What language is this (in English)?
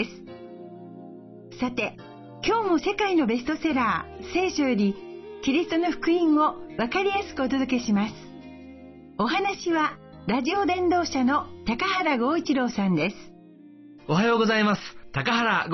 Japanese